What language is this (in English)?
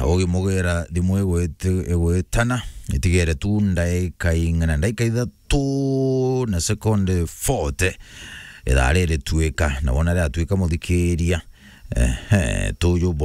Meru